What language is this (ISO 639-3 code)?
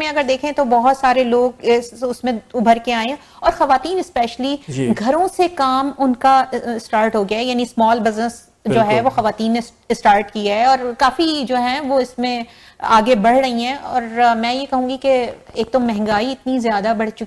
urd